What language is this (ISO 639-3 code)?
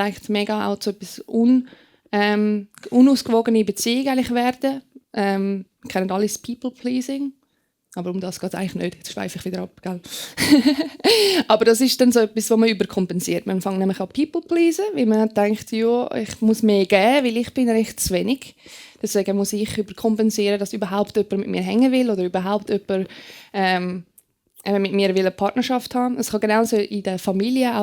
gsw